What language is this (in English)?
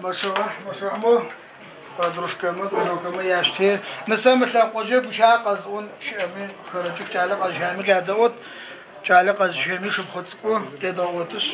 Adyghe